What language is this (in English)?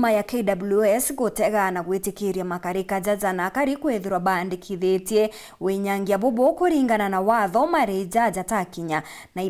Meru